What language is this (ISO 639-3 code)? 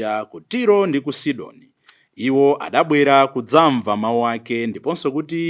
nya